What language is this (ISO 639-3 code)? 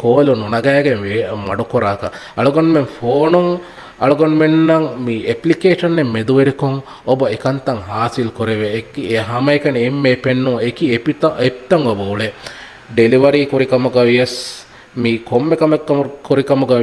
div